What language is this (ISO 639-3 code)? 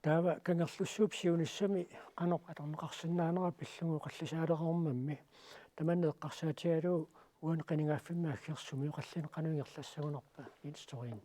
kal